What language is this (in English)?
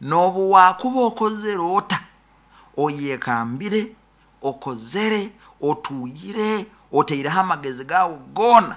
Nyoro